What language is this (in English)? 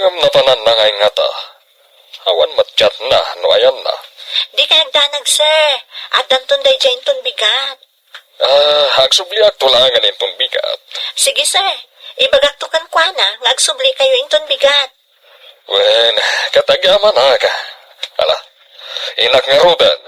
Iloko